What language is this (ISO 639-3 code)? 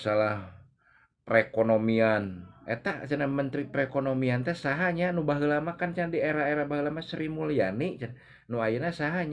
sun